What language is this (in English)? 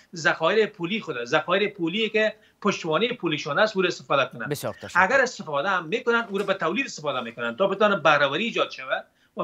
Persian